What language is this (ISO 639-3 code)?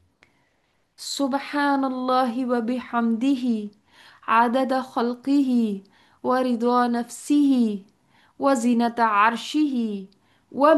urd